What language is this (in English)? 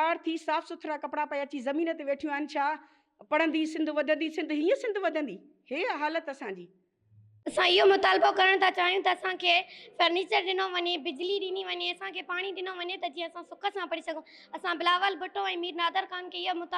Sindhi